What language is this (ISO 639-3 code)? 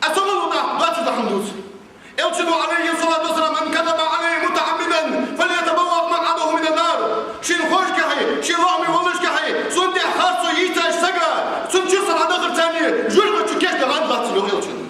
inh